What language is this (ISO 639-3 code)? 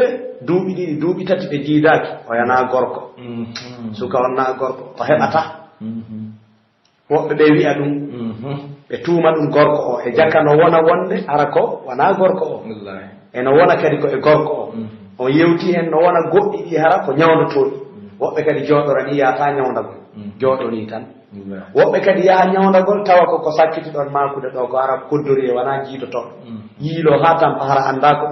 fuf